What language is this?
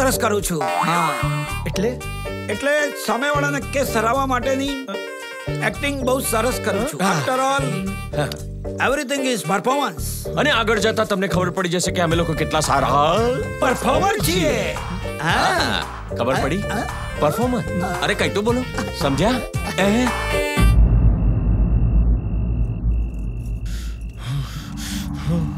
Gujarati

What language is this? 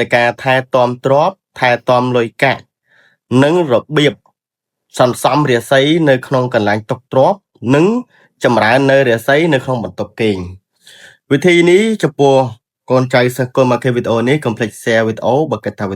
Khmer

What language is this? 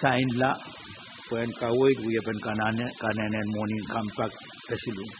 Pohnpeian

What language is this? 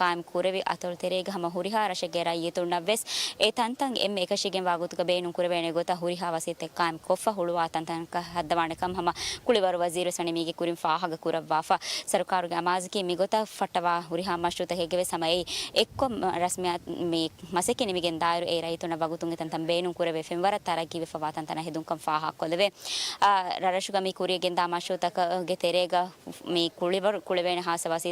Divehi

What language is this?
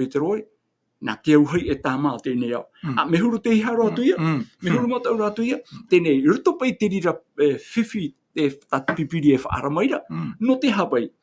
Tahitian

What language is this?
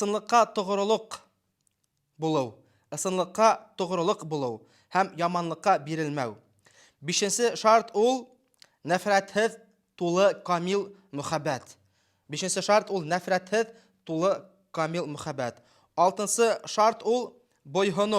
Bashkir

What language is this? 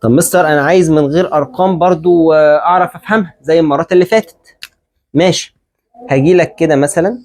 Egyptian Arabic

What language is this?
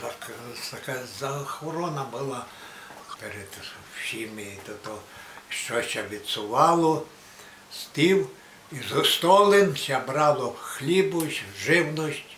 Rusyn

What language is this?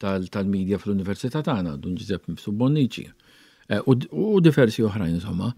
Maltese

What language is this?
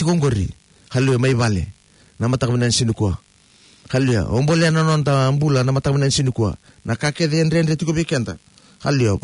Fijian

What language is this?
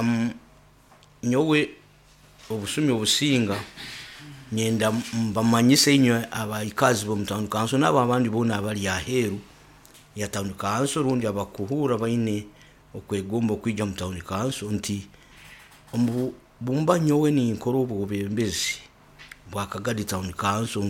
Nyoro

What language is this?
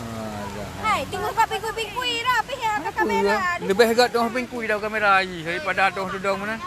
Achinese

